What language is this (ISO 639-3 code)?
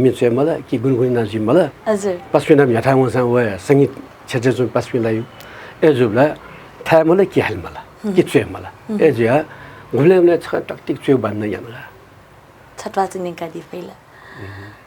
new